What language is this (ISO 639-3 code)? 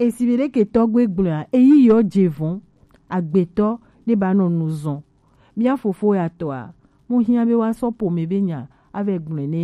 gej